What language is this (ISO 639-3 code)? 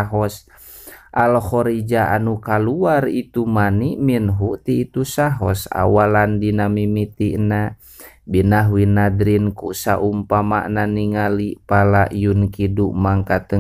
sun